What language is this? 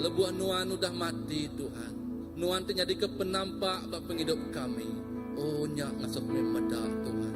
Iban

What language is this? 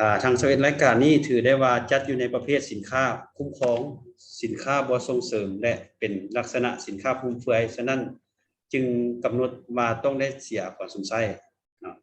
Lao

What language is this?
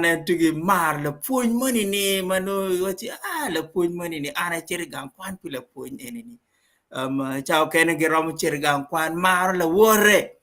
Acoli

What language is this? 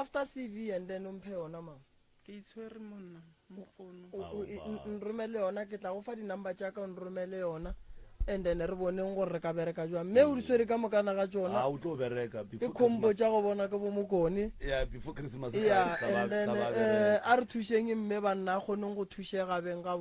Northern Sotho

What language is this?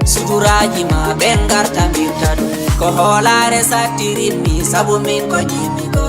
Fula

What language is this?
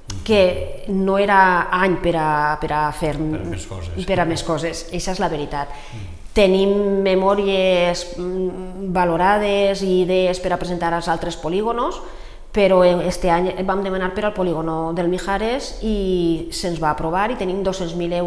Catalan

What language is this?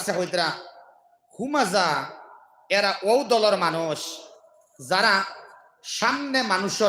Sylheti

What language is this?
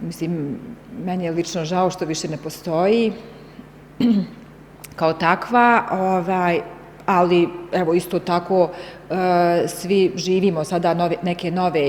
Bosnian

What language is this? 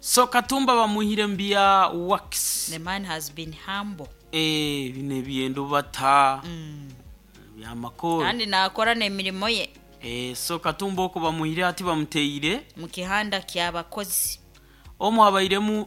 Nyoro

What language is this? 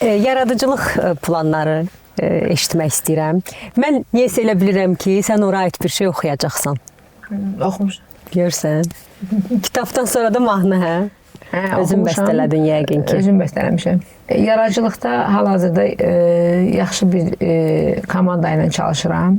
Azerbaijani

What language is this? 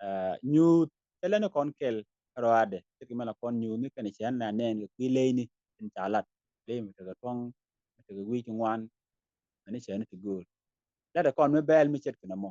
Nuer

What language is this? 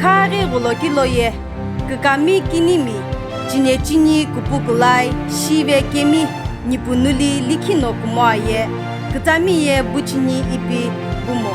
Sumi Naga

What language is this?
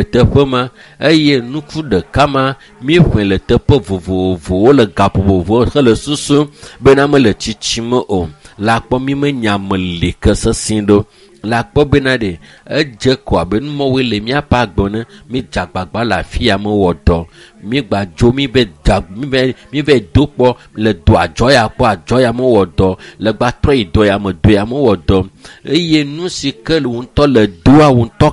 Ewe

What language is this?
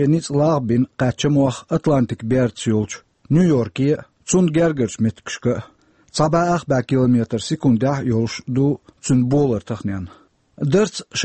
Chechen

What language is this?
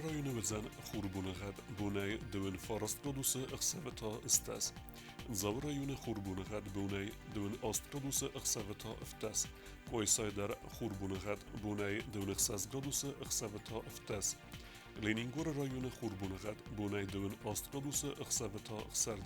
Ossetic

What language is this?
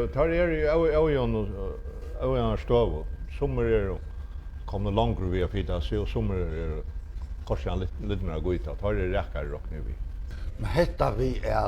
Faroese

